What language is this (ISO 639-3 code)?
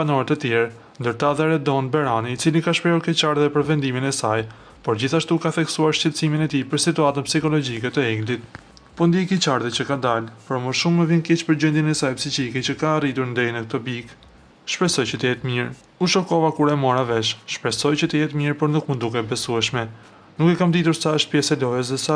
sqi